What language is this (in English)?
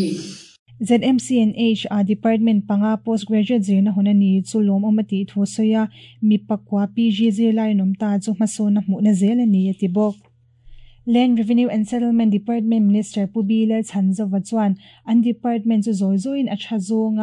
Mizo